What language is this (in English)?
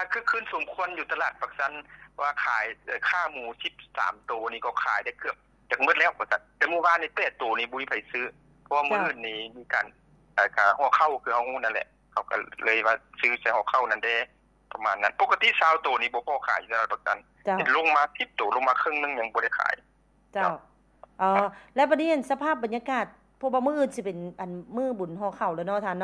Lao